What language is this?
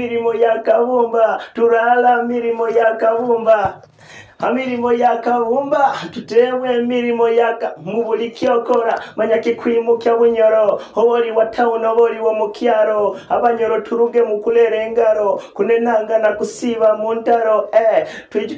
Nyoro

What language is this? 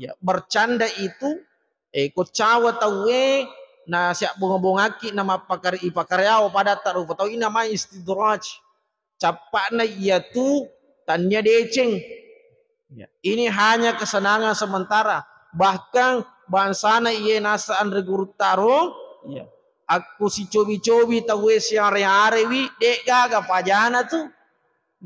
Buginese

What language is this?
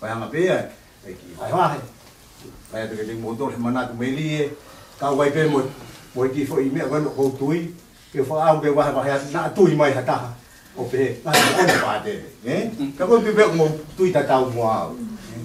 Tongan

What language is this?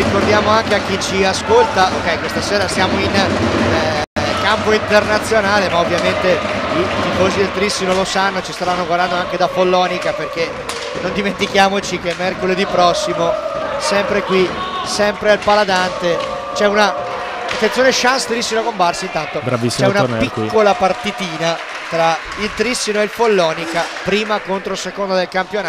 Italian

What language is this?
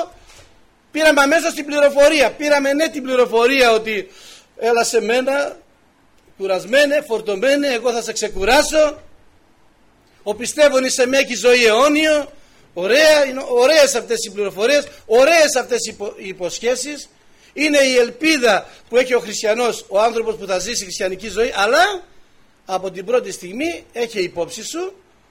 Greek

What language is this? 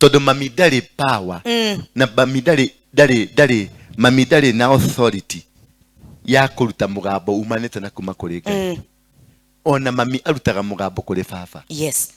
Kikuyu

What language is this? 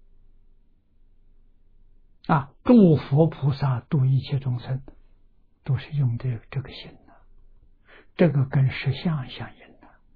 Chinese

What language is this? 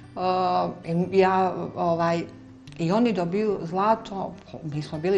Croatian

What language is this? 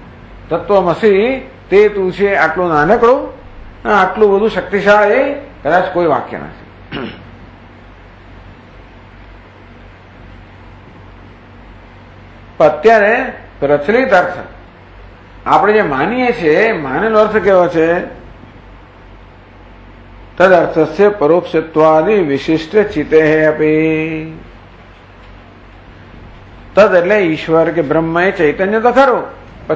Gujarati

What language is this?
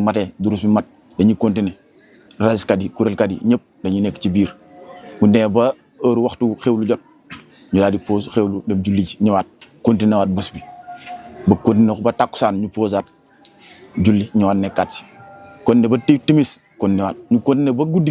Wolof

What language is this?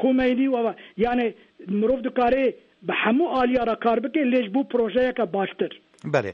Kurdish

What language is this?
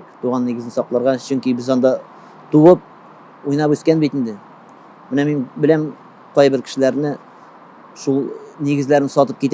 Tatar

